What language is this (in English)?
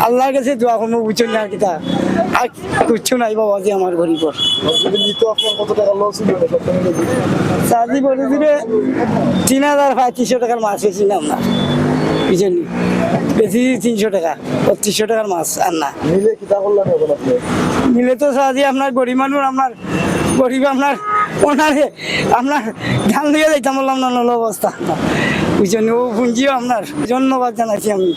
Sylheti